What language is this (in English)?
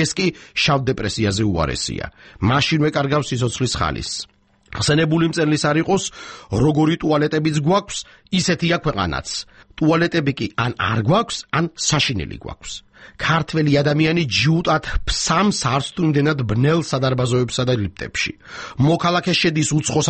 Georgian